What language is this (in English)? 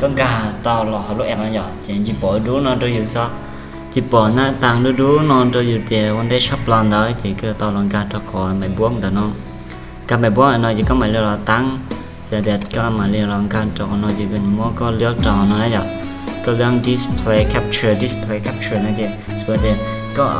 Hmong